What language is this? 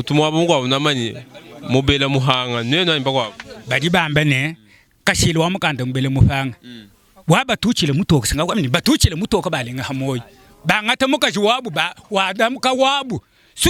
Luba-Lulua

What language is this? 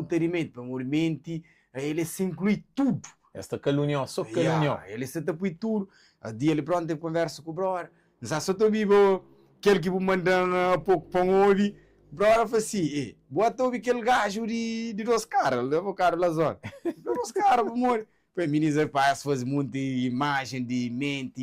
Kabuverdianu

